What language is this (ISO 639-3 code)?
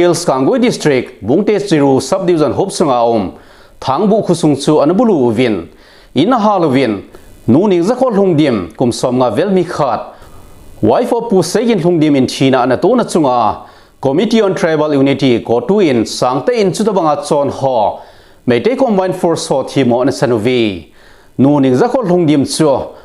tcz